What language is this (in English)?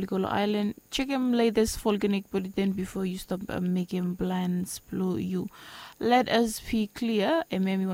Bislama